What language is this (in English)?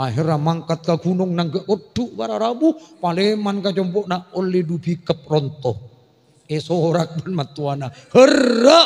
Madurese